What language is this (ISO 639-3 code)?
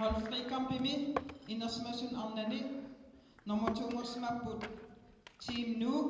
kal